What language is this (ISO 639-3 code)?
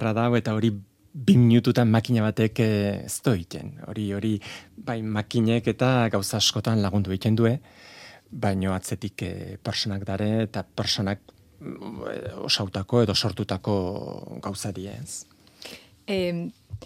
eus